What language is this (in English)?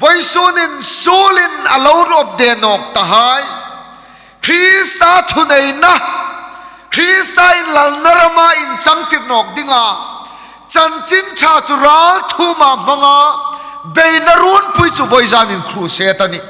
Hmar